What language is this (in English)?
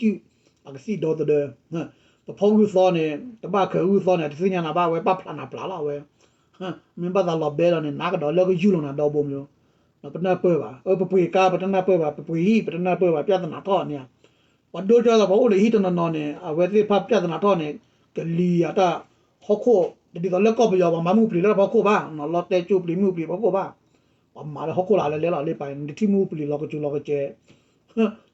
S'gaw Karen